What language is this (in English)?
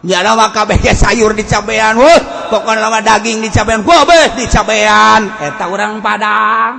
Sundanese